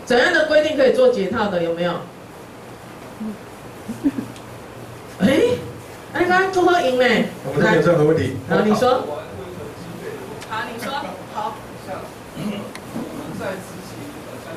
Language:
Chinese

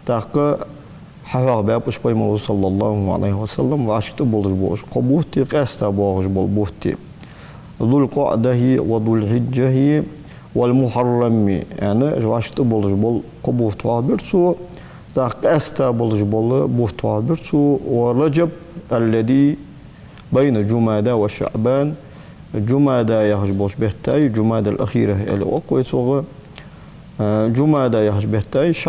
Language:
Ingush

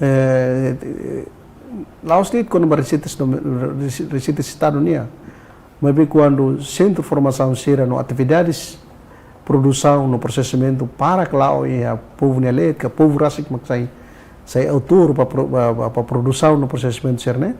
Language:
Tetum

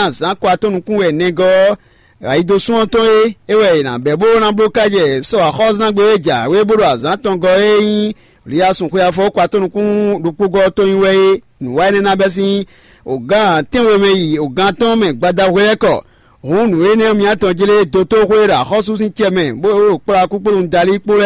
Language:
Fon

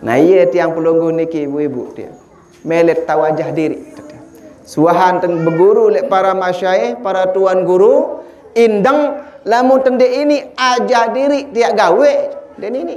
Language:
Sasak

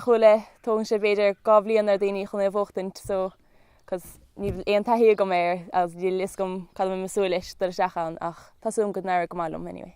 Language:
Irish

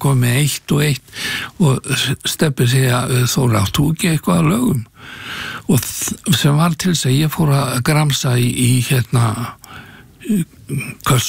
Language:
Icelandic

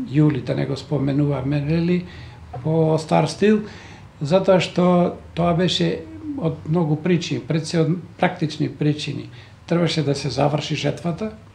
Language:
Macedonian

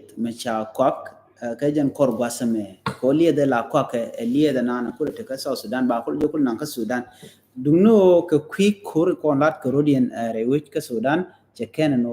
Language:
Nuer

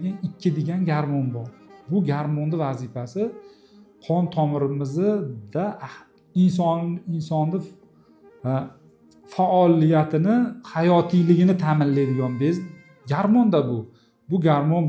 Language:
Uzbek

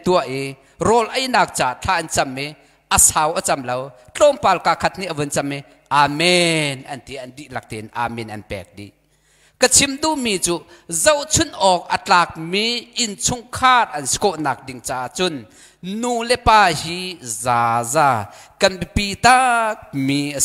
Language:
Hakha Chin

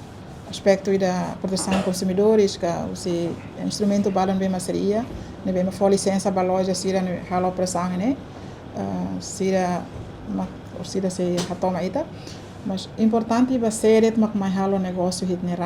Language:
Tetum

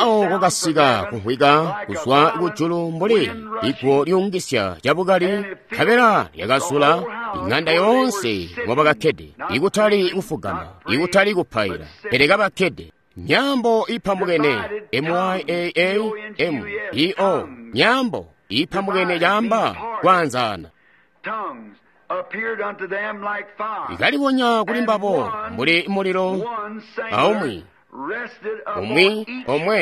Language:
Tonga (Zambia)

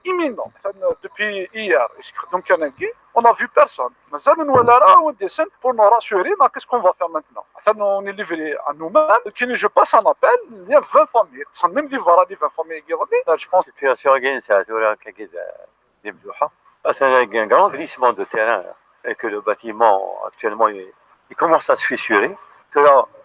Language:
Kabyle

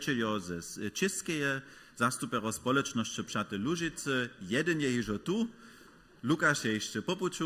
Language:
Upper Sorbian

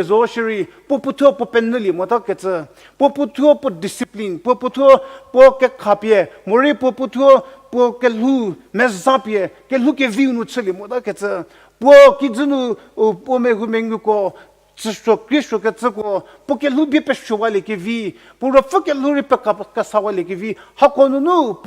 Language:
Angami Naga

